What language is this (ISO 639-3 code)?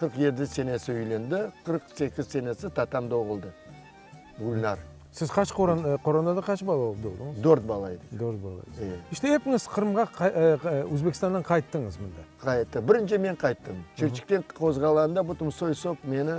crh